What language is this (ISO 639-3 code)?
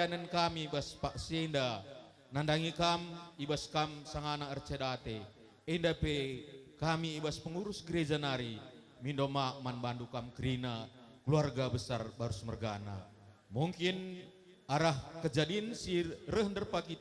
btx